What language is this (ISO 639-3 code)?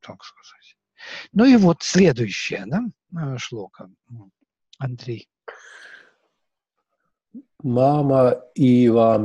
rus